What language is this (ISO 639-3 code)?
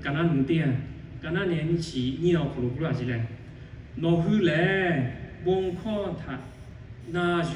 lhu